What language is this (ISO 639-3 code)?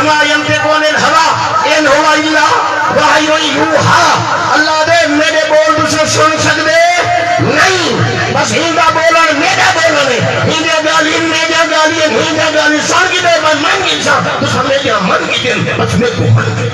skr